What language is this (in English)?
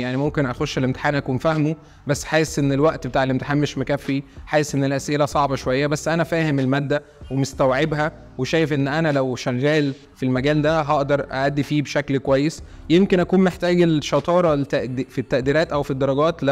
Egyptian Arabic